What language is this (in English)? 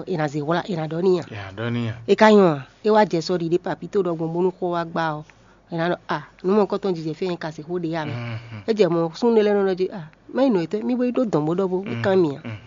Fon